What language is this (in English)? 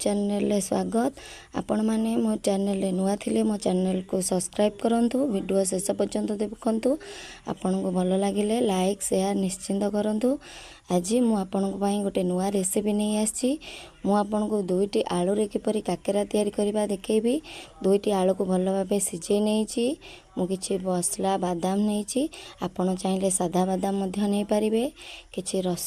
Odia